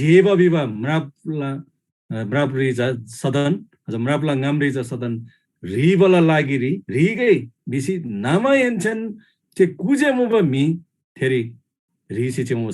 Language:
Eastern Tamang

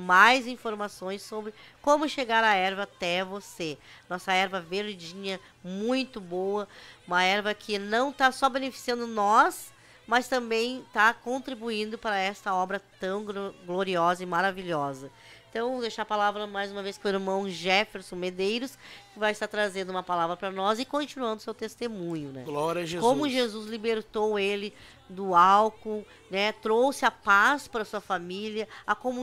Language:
Portuguese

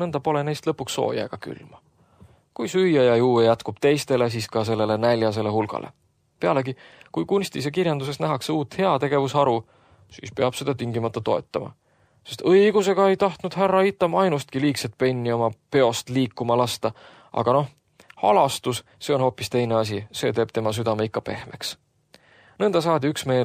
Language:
Estonian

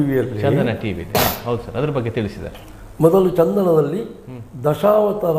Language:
Kannada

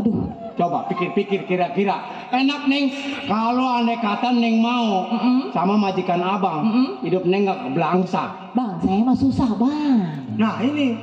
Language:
Betawi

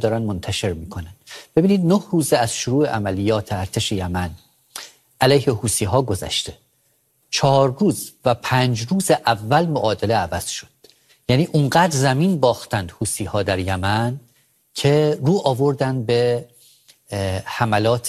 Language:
Persian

